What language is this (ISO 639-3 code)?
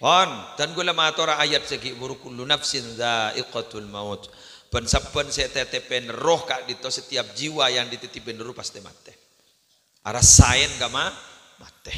mad